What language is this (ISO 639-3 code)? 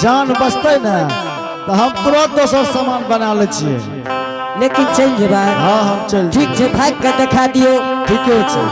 anp